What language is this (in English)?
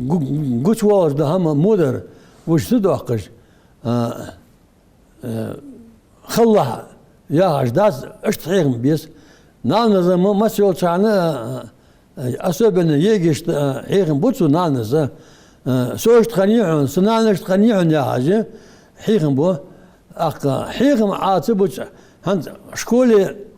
Ingush